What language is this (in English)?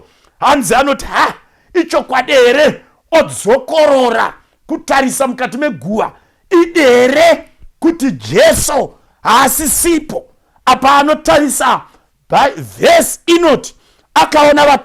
Shona